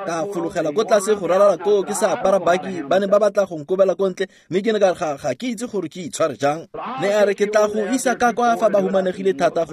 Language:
Tswana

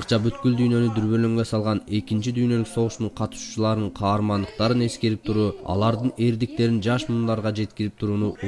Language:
Kyrgyz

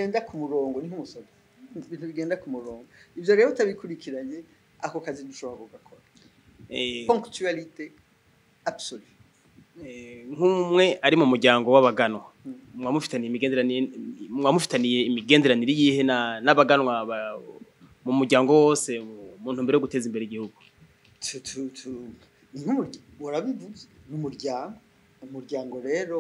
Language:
Rundi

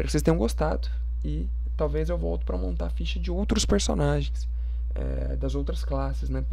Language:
Portuguese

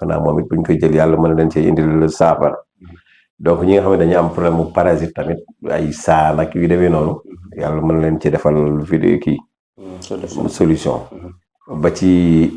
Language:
Wolof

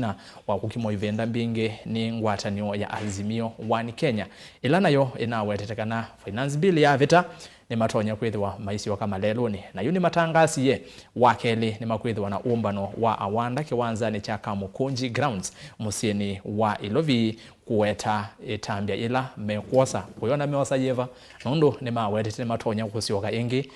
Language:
Kamba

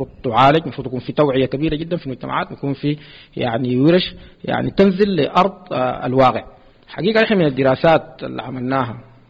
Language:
Sudanese Arabic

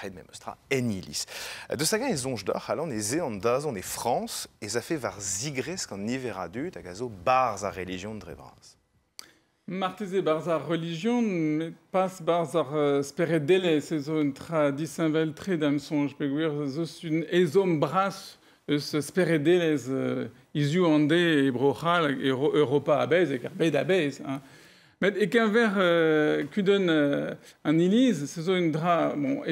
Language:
Breton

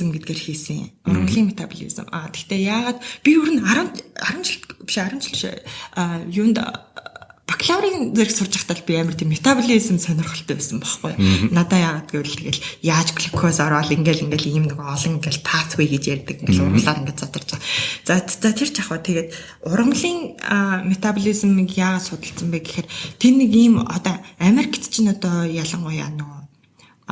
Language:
Mongolian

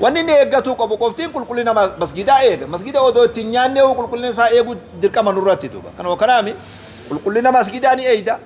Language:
Oromo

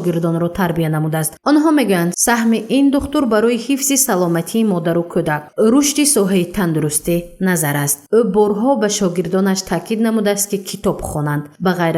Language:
Tajik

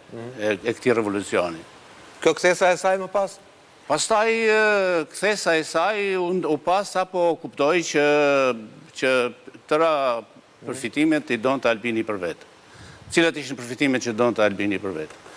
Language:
Albanian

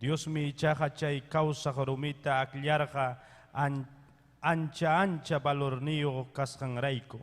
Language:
Ayacucho Quechua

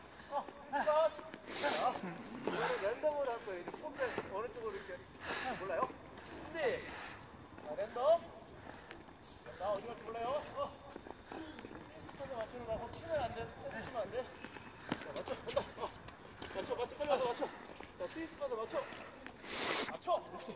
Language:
Korean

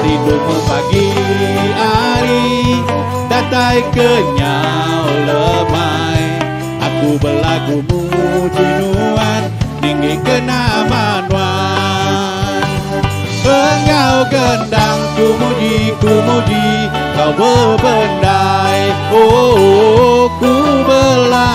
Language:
Iban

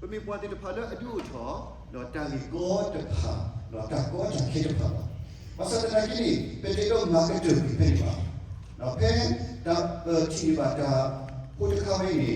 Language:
S'gaw Karen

